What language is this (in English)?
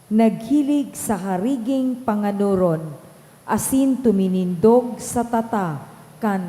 Bikol